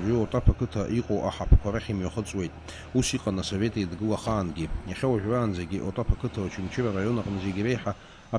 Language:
Abkhazian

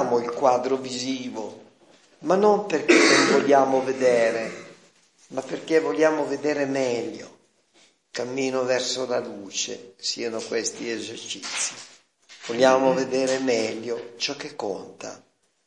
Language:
Italian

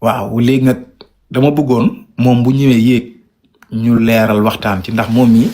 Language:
Wolof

